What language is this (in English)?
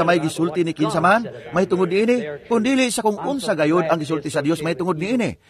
Cebuano